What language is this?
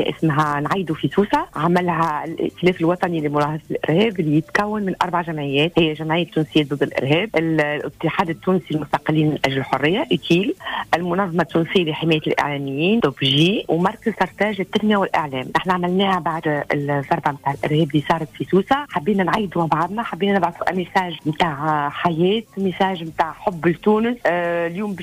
Tunisian Arabic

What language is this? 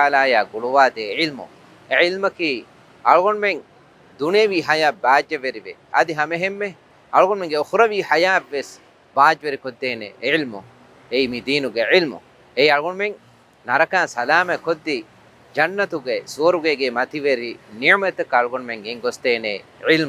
Divehi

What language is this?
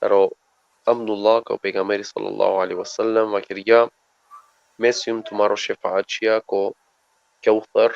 Balkan Romani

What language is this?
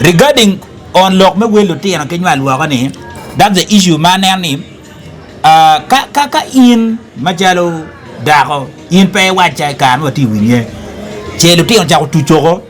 Acoli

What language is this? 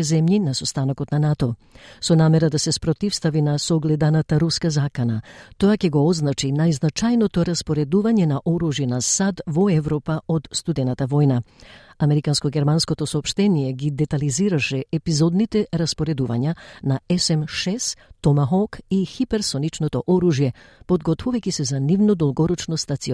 Macedonian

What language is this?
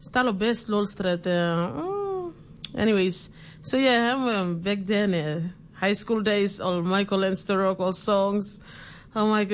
Tok Pisin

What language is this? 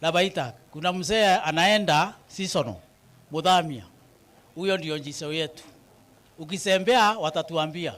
Meru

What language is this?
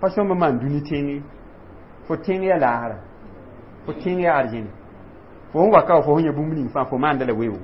Mossi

